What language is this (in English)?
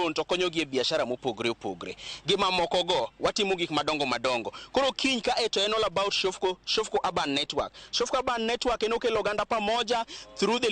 Luo (Kenya and Tanzania)